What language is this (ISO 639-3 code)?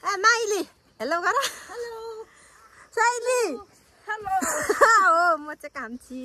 nep